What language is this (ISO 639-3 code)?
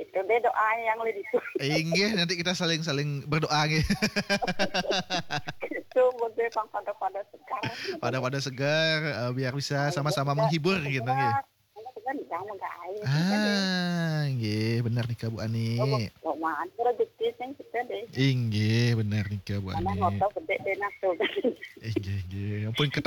ban